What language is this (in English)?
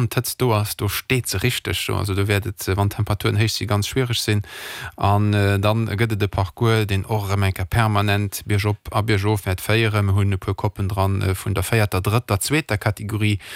Luxembourgish